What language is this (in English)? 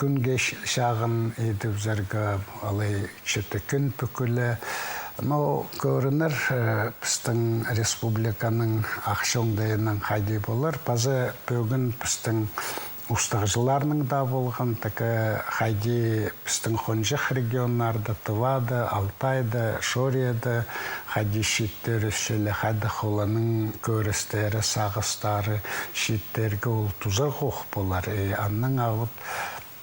Khakas